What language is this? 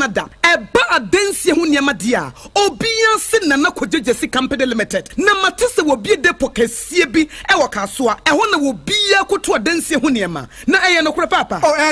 Akan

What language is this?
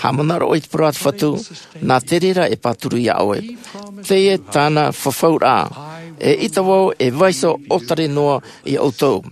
Tahitian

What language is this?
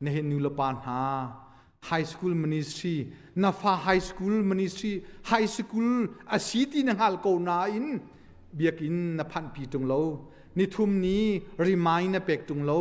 Hakha Chin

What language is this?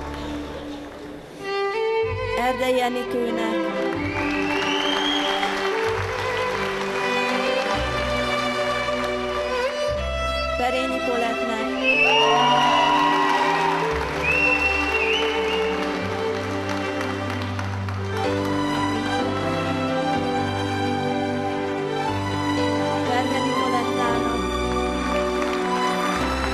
Hungarian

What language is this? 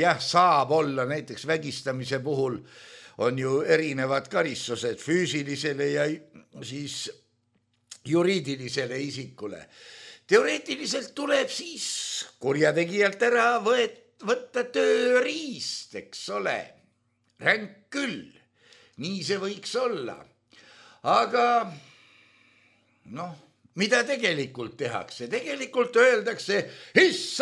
Estonian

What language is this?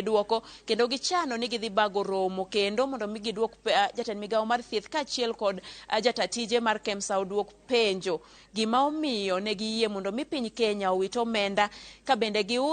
Luo (Kenya and Tanzania)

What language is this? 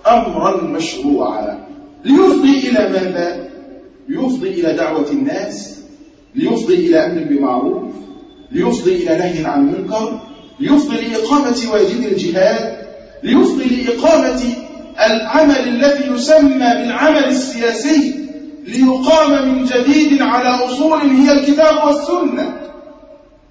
Arabic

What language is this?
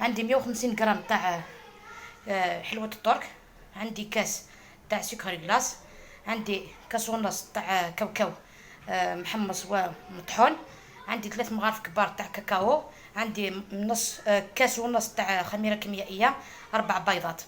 Algerian Arabic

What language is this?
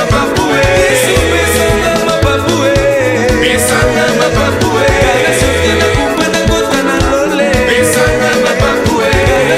Tetela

